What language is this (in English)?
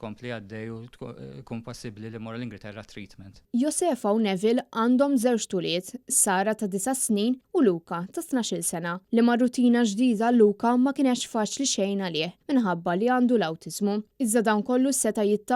Maltese